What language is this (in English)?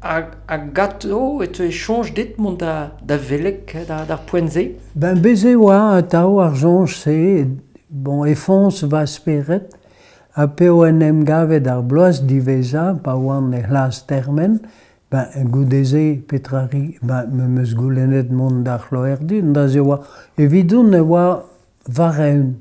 Breton